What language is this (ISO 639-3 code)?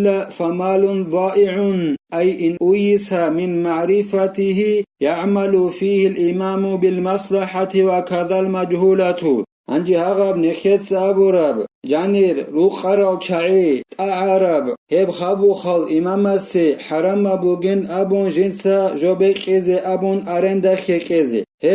ava